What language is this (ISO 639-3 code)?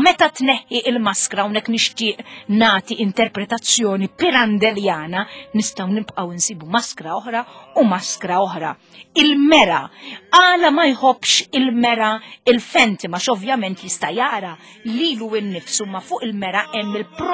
mlt